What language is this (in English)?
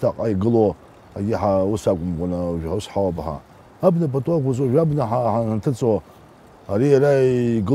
Abkhazian